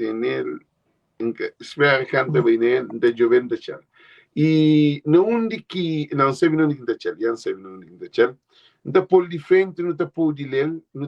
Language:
Kabuverdianu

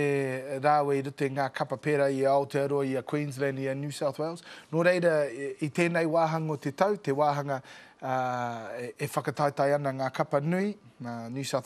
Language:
Māori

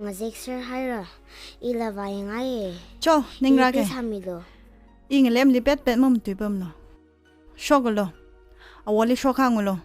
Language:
Tangkhul Naga (India)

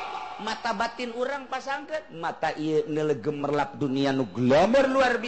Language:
Sundanese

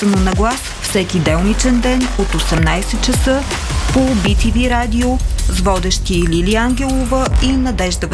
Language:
Bulgarian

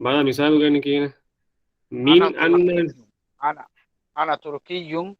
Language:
Divehi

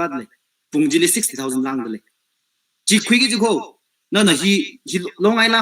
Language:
Tangkhul Naga (India)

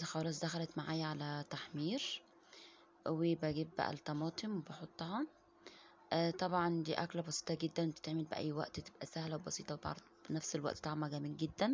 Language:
Egyptian Arabic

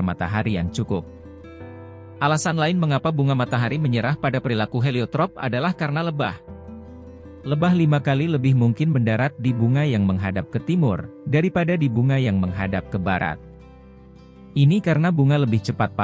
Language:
Indonesian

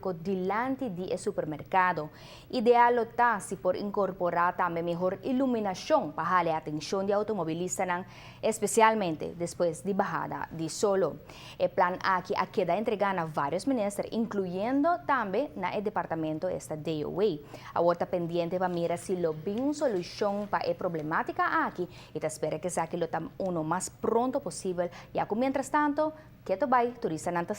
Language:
Papiamento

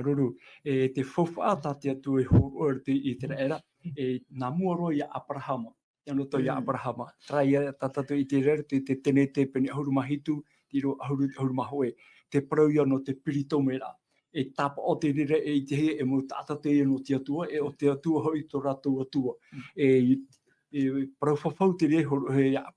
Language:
Tahitian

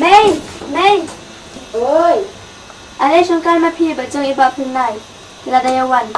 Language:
Khasi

